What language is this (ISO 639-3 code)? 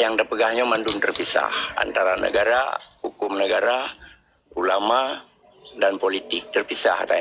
ace